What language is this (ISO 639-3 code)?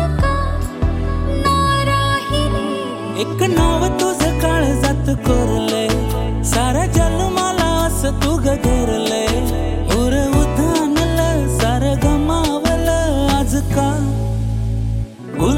mar